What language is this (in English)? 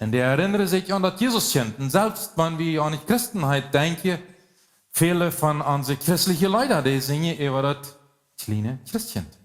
Plautdietsch